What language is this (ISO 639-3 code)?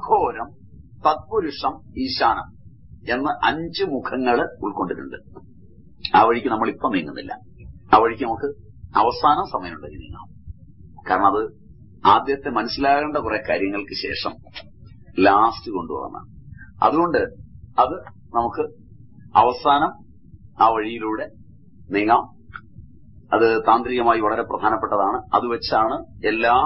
mal